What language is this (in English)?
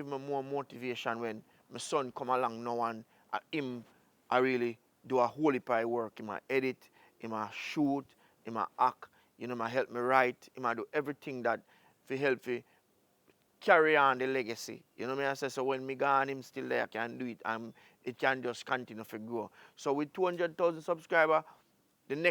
Jamaican Creole English